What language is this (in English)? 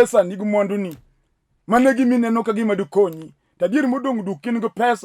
Luo (Kenya and Tanzania)